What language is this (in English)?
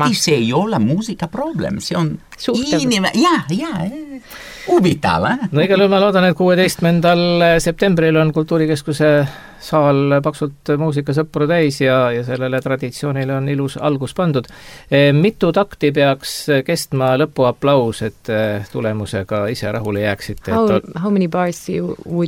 Estonian